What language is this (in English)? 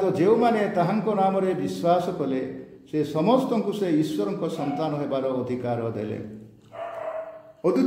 Odia